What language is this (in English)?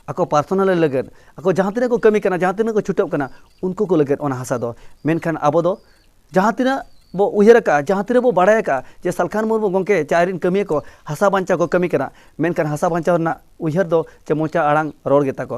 Santali